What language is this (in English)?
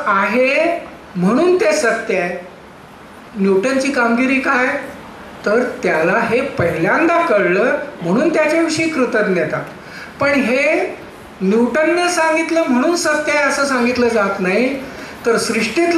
Marathi